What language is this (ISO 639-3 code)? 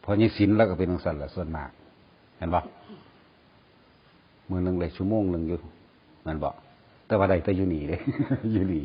tts